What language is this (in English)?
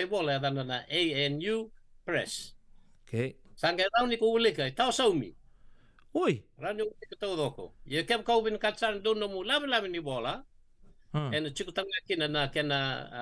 Fijian